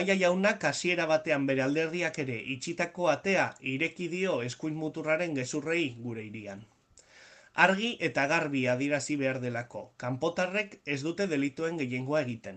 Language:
Basque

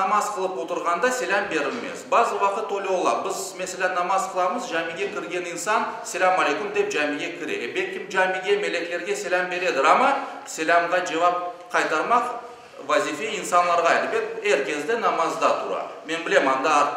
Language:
Crimean Tatar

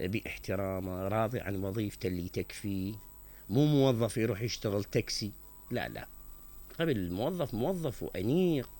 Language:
Mesopotamian Arabic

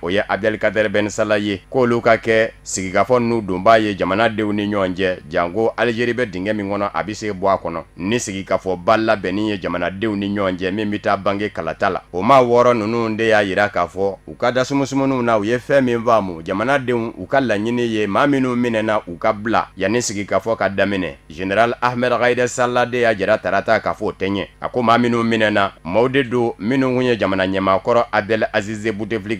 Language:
Bambara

